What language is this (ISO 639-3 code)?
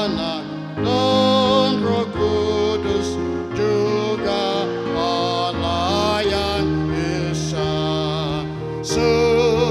ind